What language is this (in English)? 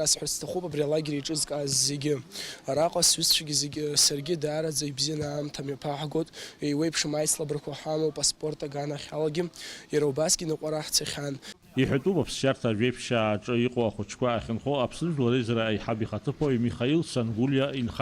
Abkhazian